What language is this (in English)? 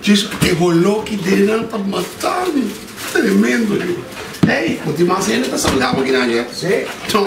Papiamento